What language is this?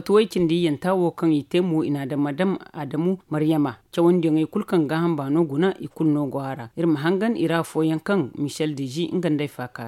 Zarma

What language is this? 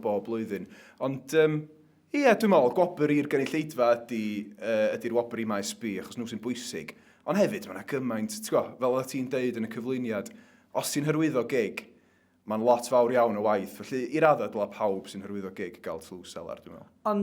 Welsh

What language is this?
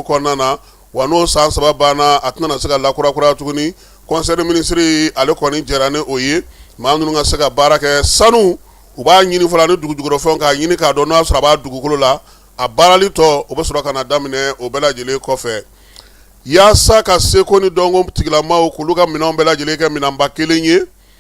Bambara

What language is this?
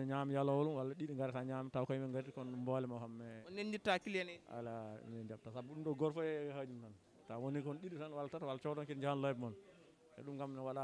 Fula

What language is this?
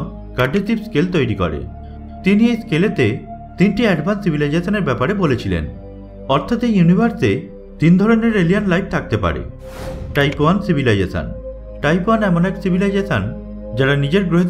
Bangla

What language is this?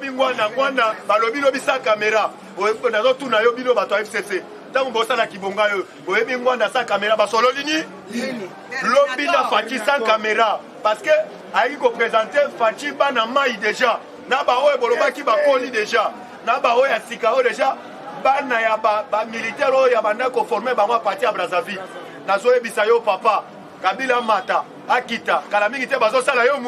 Lingala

